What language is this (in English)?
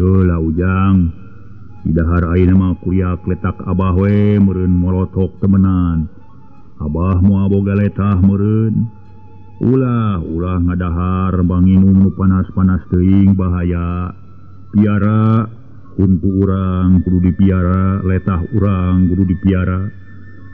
Sundanese